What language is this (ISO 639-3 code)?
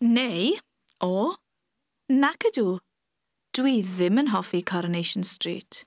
cym